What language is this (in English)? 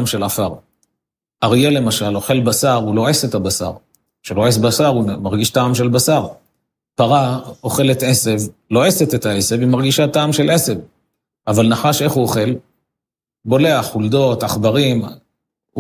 Hebrew